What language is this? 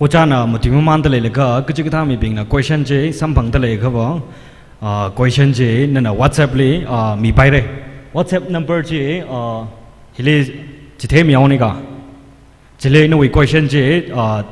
Tangkhul Naga (India)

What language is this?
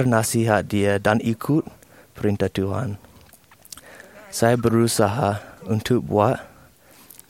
Malay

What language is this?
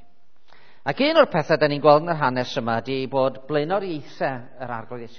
Welsh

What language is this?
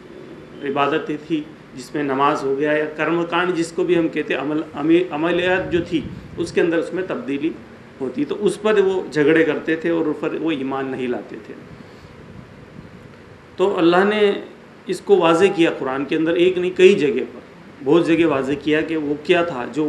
Urdu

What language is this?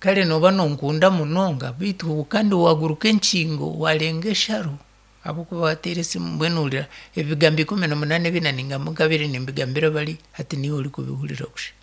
Nyankole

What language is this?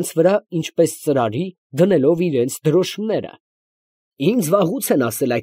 Armenian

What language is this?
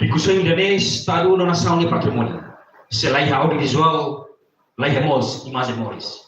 Tetum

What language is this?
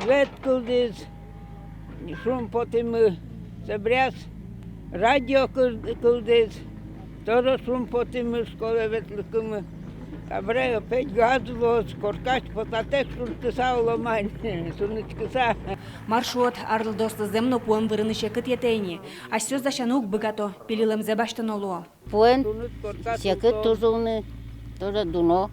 Udmurt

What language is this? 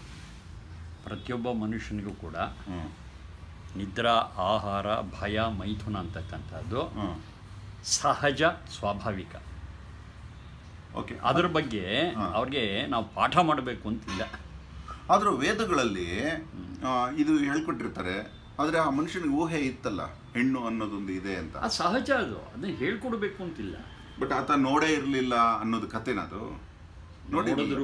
Kannada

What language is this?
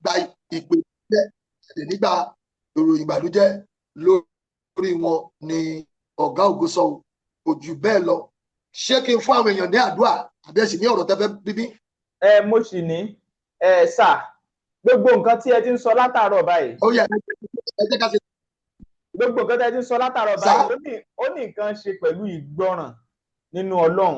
Yoruba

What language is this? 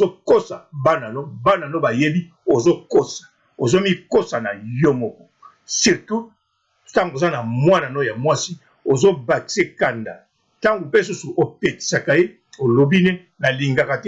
Lingala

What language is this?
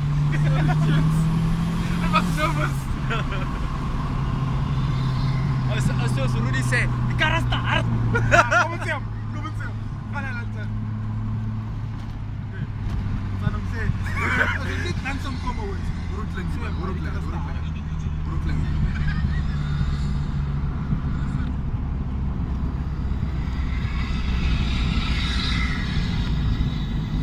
Afrikaans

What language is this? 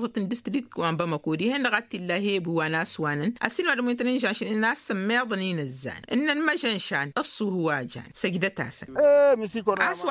Tamasheq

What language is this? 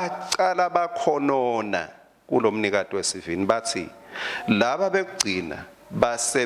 Swati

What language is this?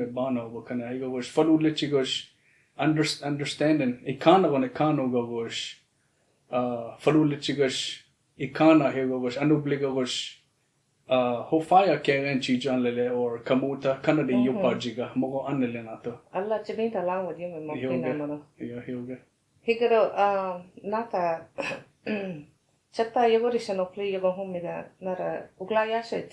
Choctaw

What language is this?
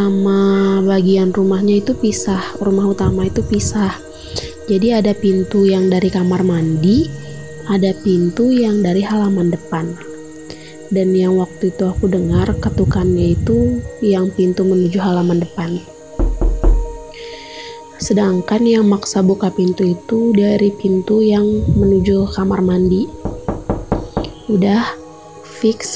Indonesian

